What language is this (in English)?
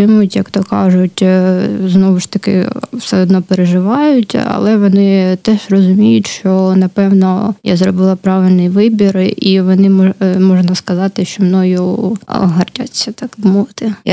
Ukrainian